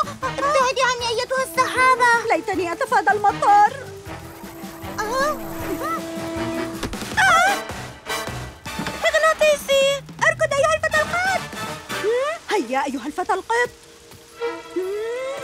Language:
Arabic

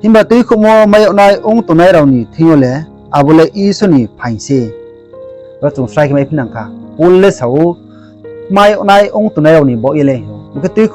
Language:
Riang (India)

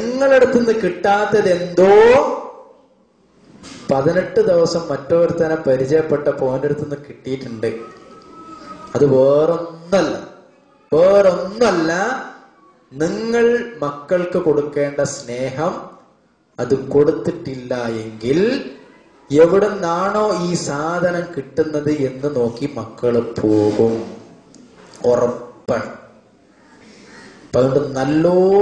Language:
Malayalam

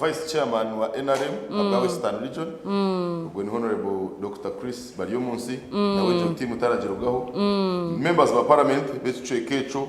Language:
Nyankole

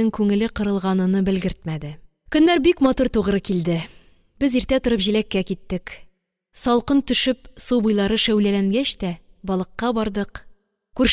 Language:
Tatar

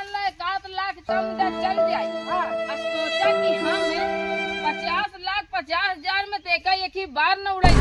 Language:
Awadhi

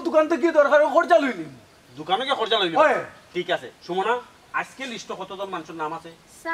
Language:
Sylheti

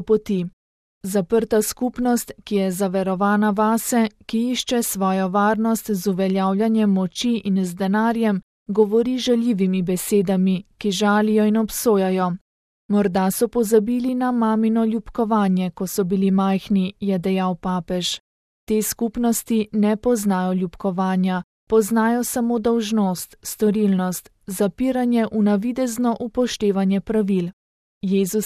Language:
Slovenian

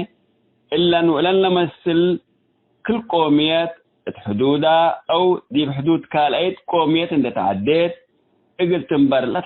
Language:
Tigre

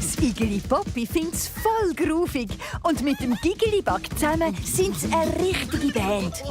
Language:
Swiss German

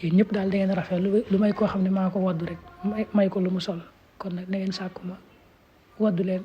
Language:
Wolof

